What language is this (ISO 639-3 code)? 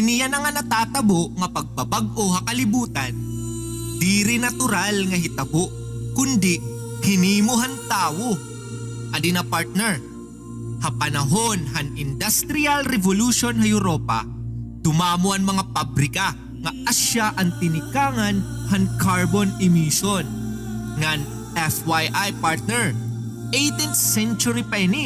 war